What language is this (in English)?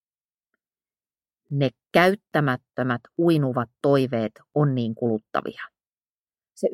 Finnish